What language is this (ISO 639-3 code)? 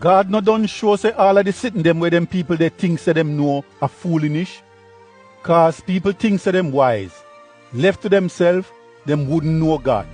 jam